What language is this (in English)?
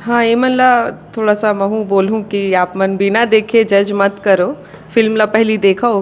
Chhattisgarhi